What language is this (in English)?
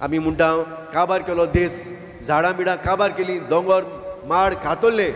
Konkani